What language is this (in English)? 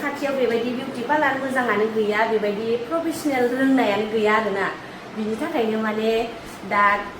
Bodo